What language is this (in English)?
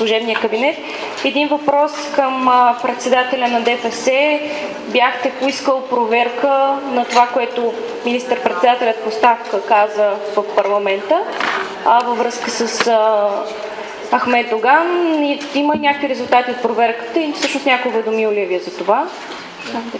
Bulgarian